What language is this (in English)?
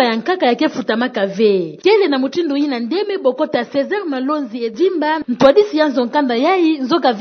Kituba (Democratic Republic of Congo)